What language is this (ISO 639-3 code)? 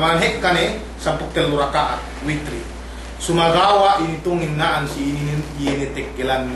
yka